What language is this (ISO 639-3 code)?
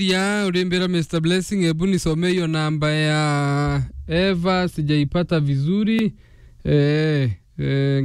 mer